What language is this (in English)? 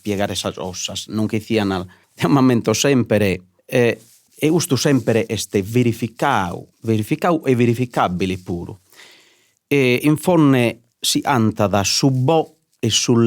Sardinian